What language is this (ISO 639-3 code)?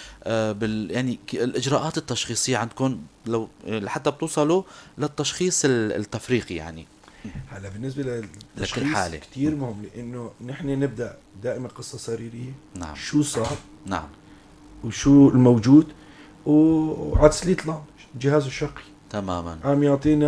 apc